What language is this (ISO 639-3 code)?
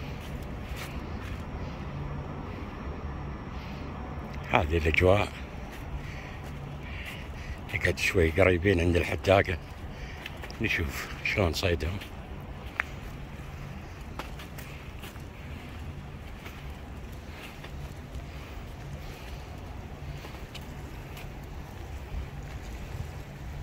afb